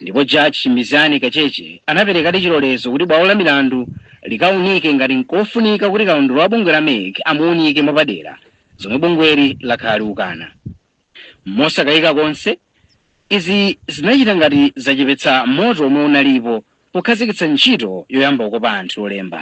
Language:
Nyanja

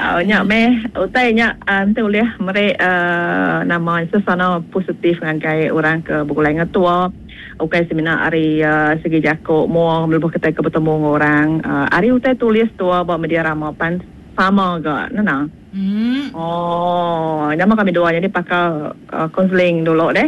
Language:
Iban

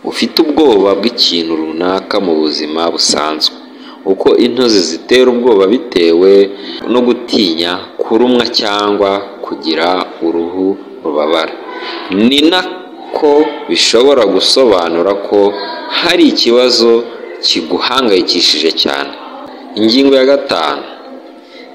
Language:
Kinyarwanda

